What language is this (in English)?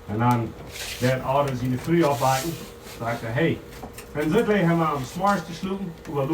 Plautdietsch